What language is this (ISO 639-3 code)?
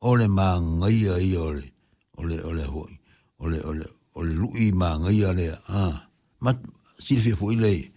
smo